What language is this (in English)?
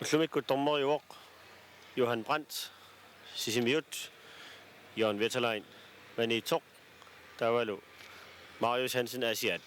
Kalaallisut